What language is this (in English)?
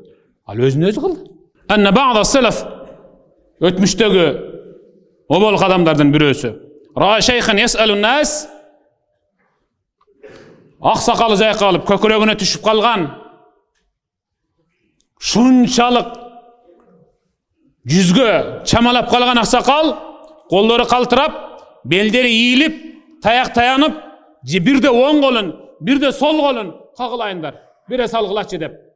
Kyrgyz